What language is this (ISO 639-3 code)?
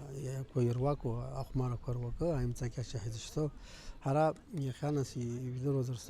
abk